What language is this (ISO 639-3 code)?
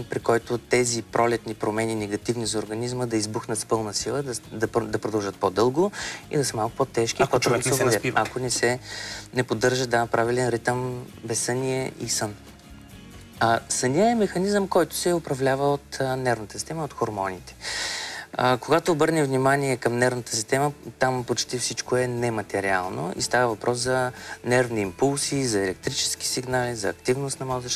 bul